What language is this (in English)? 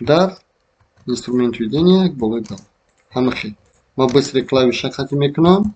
Tajik